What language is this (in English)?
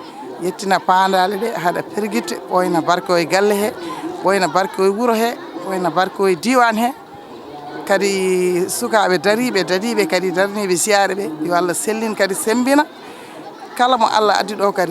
Fula